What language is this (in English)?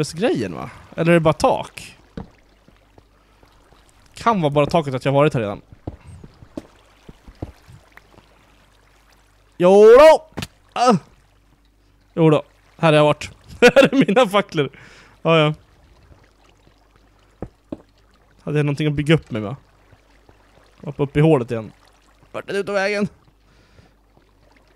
Swedish